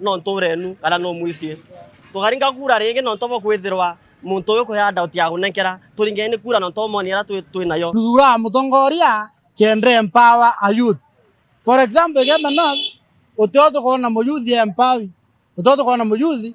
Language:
Meru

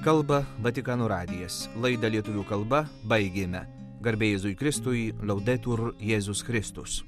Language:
Lithuanian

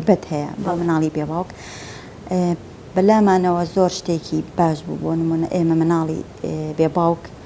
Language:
Central Kurdish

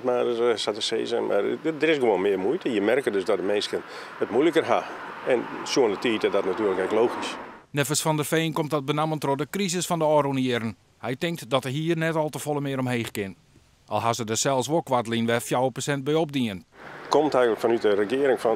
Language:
Western Frisian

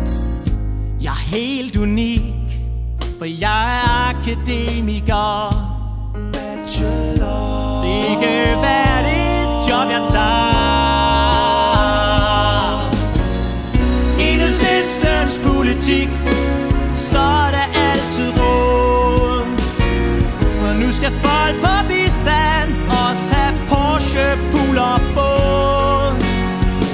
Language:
Danish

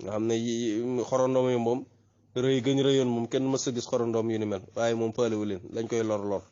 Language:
Wolof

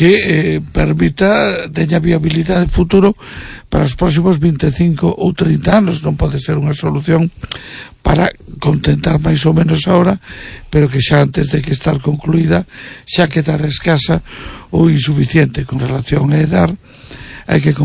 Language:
Galician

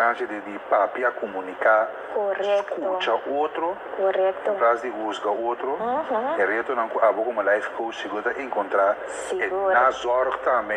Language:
Papiamento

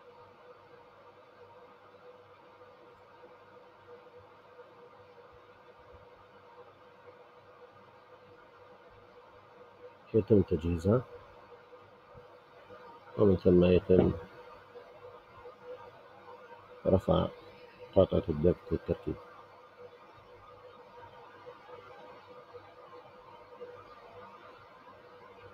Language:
Arabic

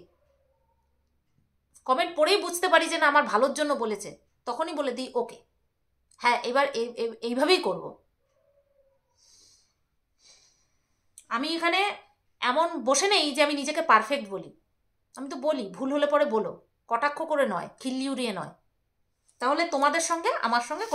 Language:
Bangla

